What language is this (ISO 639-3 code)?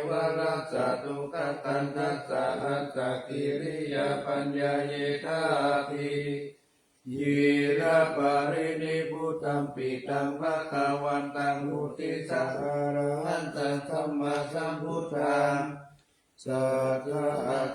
pli